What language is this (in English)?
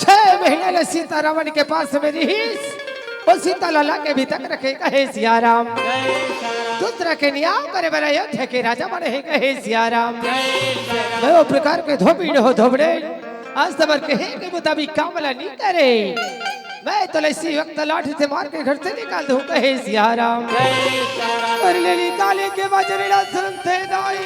Chhattisgarhi